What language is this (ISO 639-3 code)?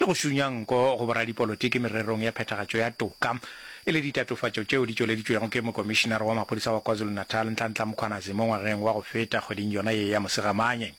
nso